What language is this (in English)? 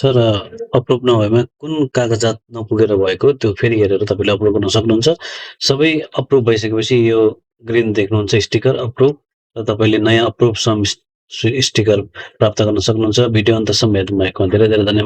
Nepali